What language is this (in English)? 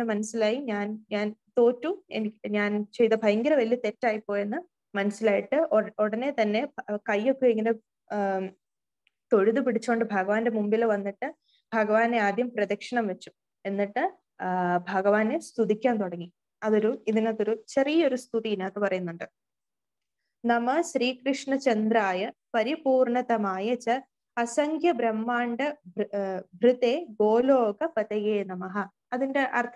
Malayalam